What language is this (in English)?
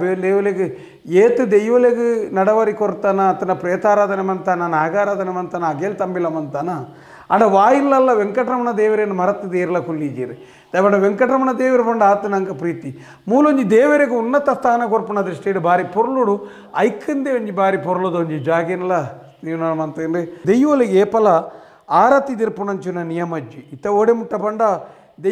Tulu